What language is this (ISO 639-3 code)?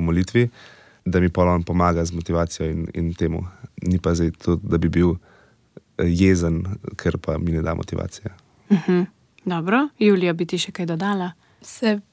slv